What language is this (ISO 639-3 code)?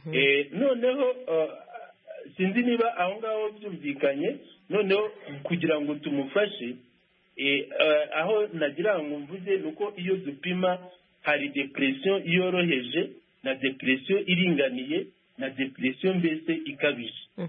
kin